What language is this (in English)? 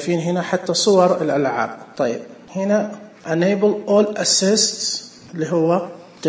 Najdi Arabic